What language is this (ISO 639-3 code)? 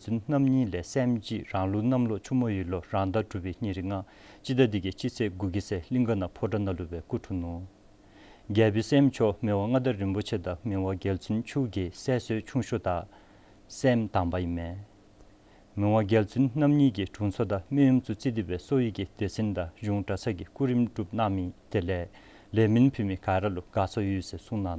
dzo